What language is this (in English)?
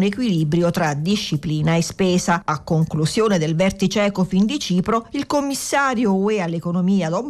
Italian